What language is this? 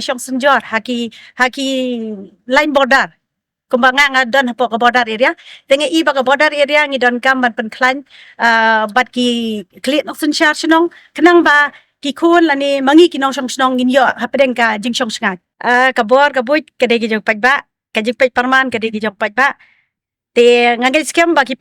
Khasi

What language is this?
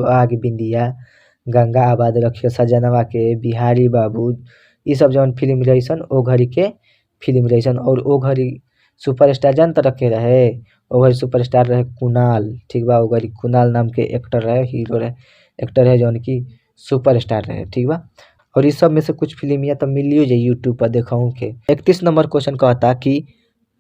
Bhojpuri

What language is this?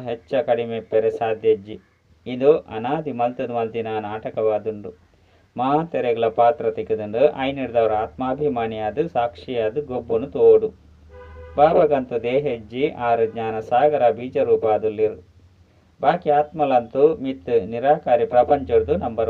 Tulu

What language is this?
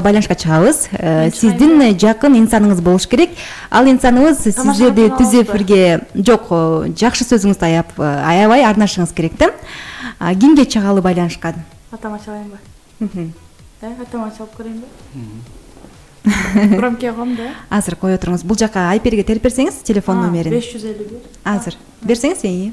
Kyrgyz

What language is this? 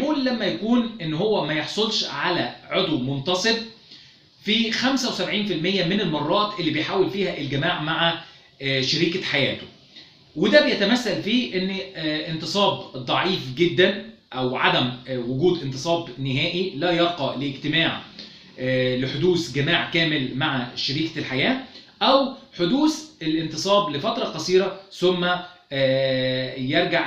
Egyptian Arabic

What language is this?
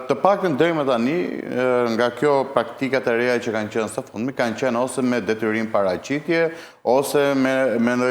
Albanian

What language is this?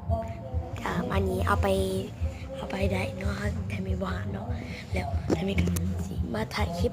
Lao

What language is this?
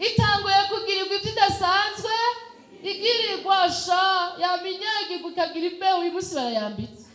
Rundi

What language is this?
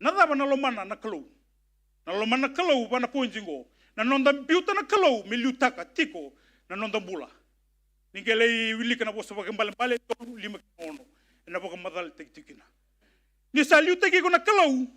Fijian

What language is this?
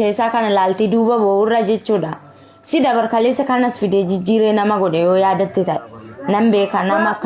Oromo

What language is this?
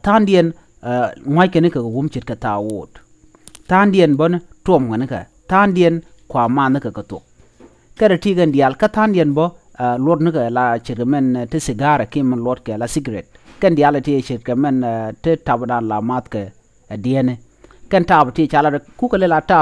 Nuer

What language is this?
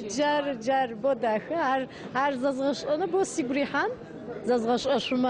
Adyghe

